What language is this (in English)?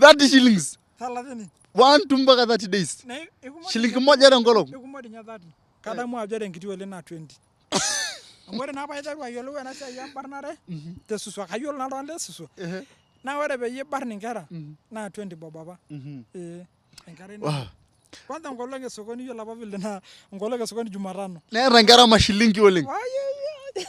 Masai